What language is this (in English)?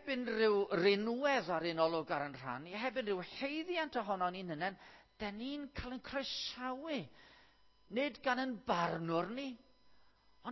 Welsh